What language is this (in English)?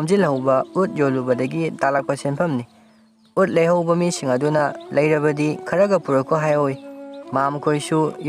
Manipuri